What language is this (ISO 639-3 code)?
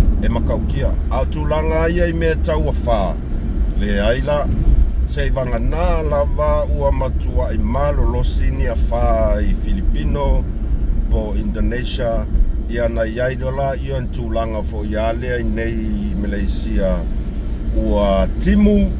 smo